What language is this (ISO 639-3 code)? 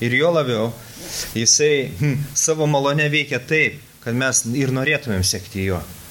lit